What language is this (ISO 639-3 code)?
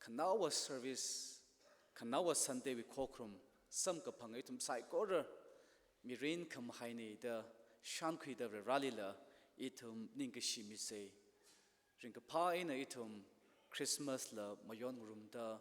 nmf